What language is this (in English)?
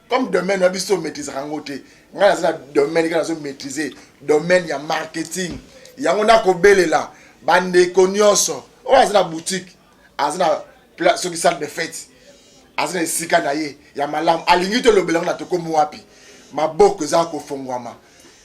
Lingala